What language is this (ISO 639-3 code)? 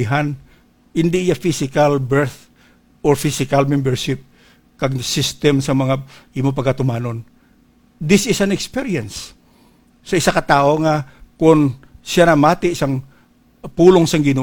hil